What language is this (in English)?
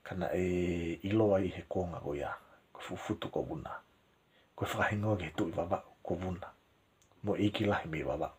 Tongan